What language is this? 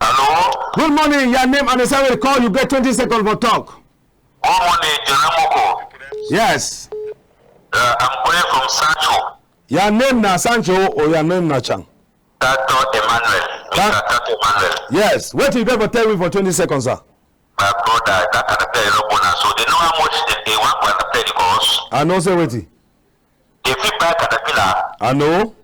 Cameroon Pidgin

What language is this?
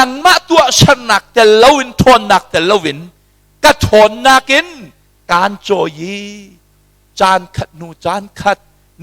Hakha Chin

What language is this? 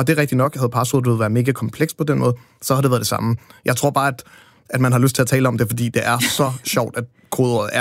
Danish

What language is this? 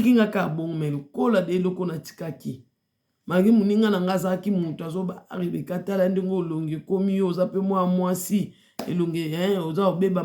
Lingala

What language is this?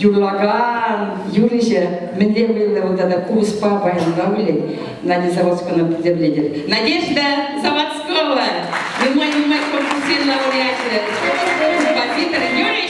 Chuvash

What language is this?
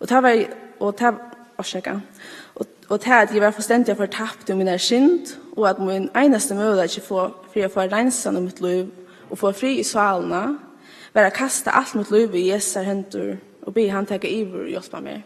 Faroese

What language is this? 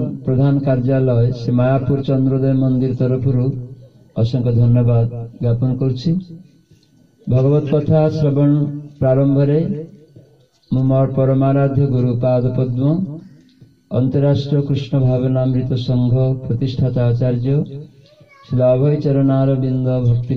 Odia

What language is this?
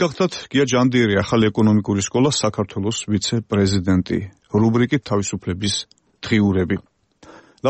Georgian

